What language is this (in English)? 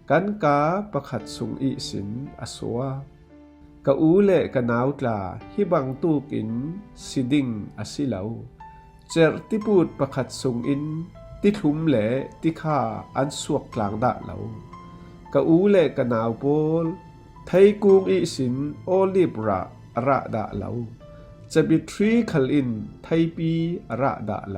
Falam Chin